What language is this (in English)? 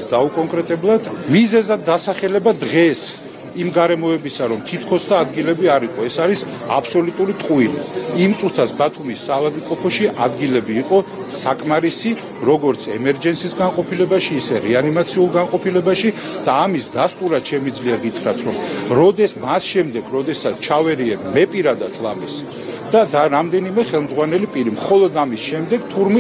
Georgian